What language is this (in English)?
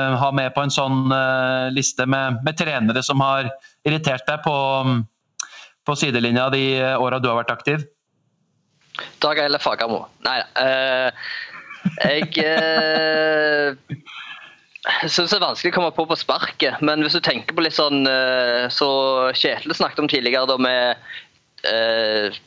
Norwegian